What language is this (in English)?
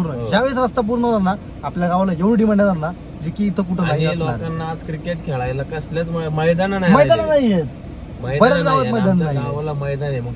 Marathi